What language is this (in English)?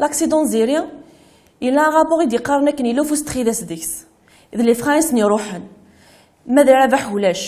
Kabyle